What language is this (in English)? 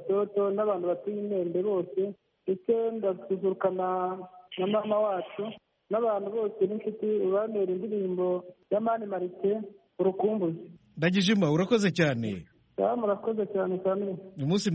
Kinyarwanda